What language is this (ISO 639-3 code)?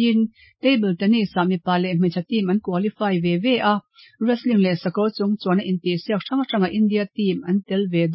lus